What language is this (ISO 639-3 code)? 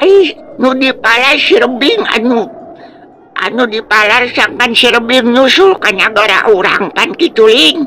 sun